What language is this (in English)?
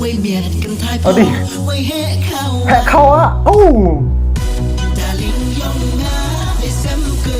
Khasi